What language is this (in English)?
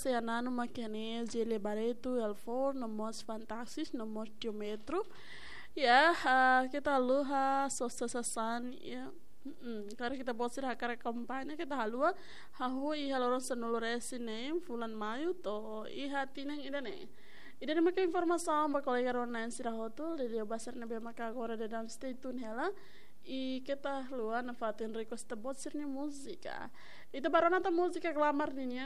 Tetum